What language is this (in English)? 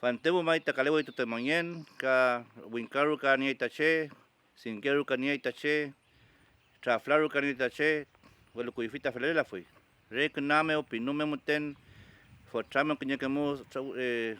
Mapuche